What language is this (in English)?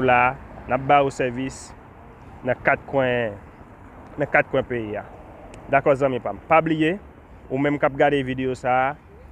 Haitian Creole